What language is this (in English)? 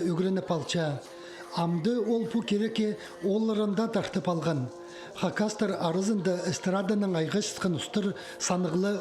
Khakas